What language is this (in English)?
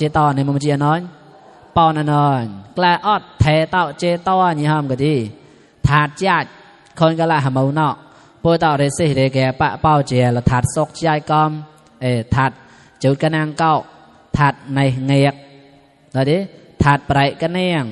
Mon